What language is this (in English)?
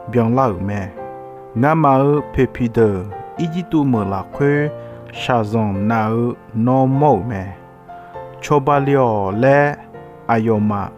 Akha